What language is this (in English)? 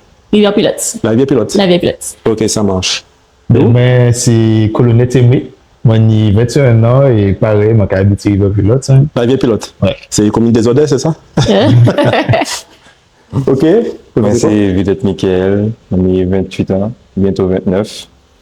Guadeloupean Creole French